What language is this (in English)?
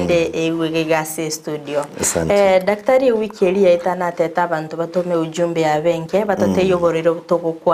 Gusii